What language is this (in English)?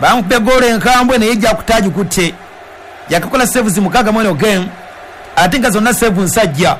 Ganda